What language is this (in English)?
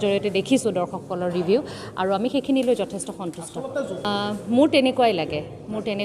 Assamese